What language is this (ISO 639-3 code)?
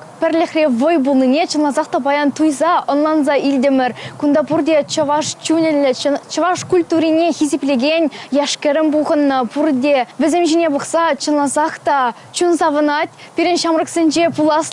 chv